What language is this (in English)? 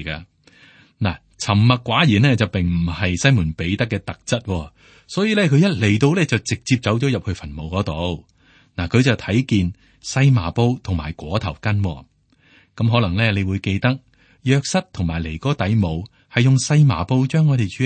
Cantonese